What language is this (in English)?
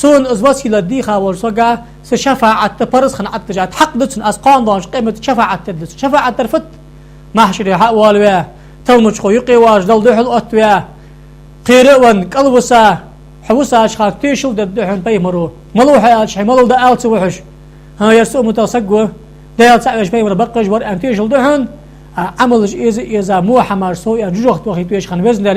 Ingush